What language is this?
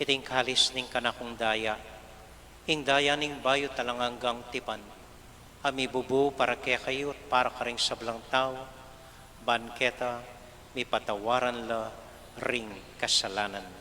Pampanga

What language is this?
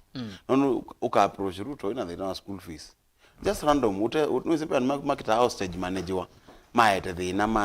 Kamba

